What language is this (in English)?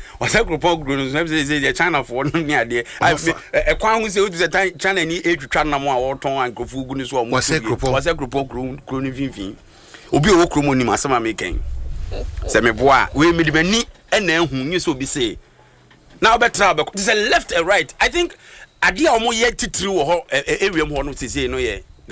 Akan